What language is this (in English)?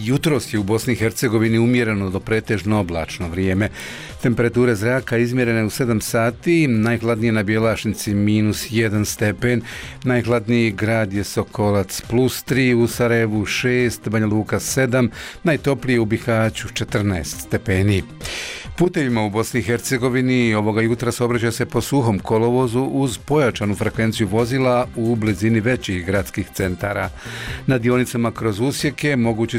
Bosnian